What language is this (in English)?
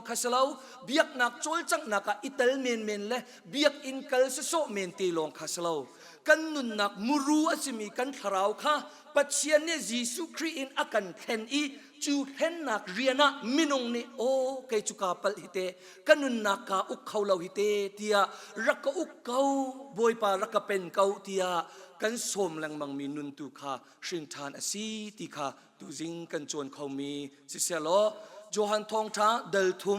Hakha Chin